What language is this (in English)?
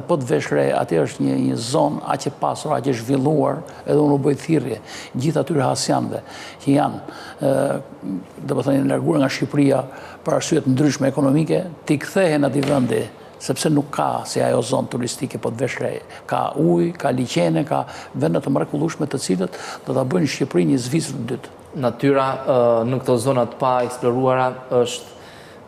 Albanian